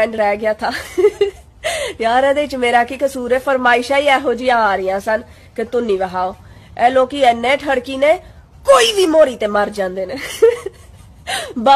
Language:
Punjabi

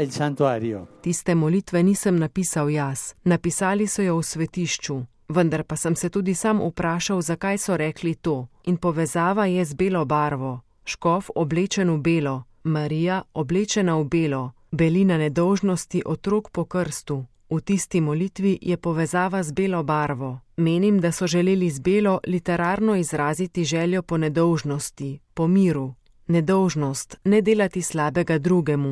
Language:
Slovenian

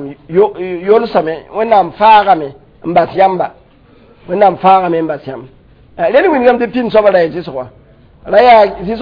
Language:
Mossi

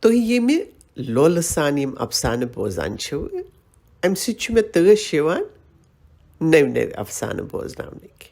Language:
Kashmiri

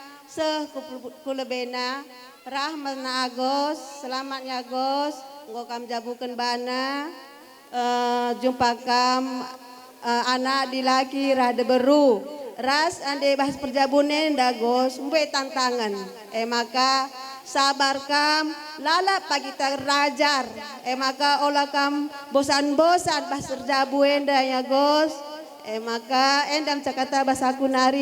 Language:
Batak Karo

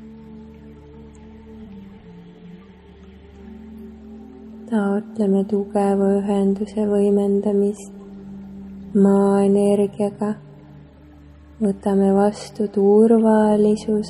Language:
Estonian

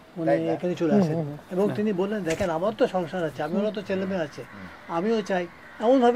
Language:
Bangla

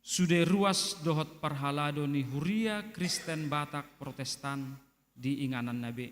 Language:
Batak Toba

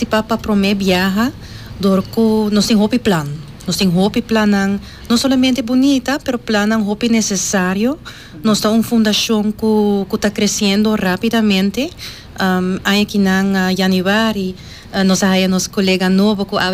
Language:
Papiamento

